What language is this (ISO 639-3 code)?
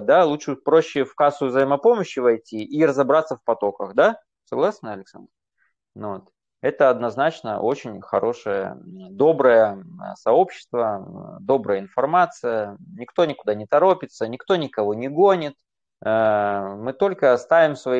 rus